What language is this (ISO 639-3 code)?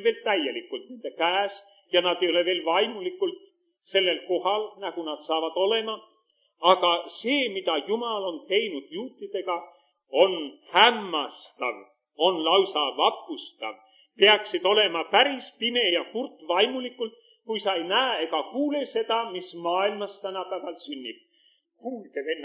est